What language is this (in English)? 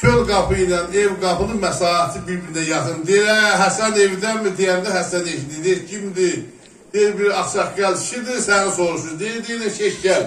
South Azerbaijani